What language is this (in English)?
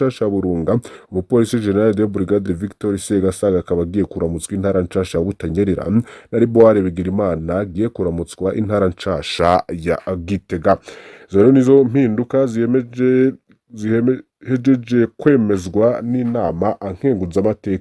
Rundi